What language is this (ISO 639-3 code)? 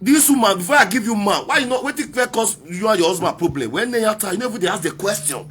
pcm